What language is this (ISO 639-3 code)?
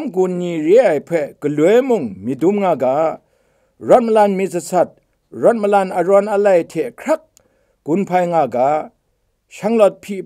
kac